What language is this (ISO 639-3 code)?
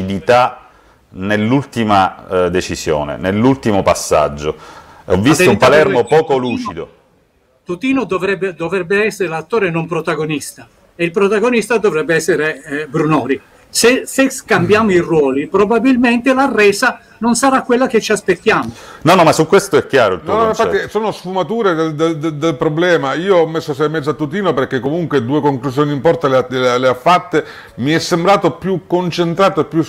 ita